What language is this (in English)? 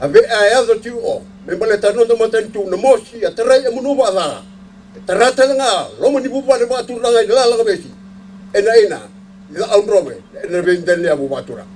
Fijian